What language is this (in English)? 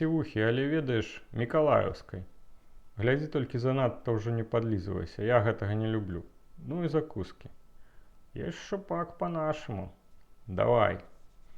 Belarusian